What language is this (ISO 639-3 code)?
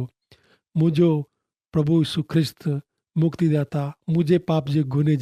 kfr